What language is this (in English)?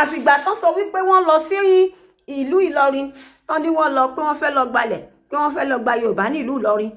Yoruba